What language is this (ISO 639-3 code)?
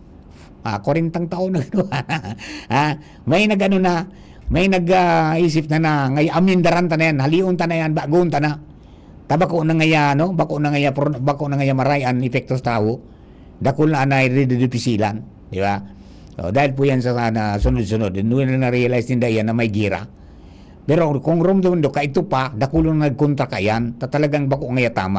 bik